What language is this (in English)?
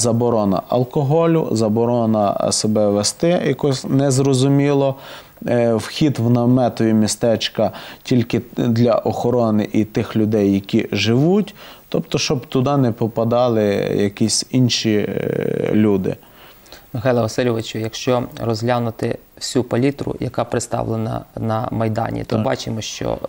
Ukrainian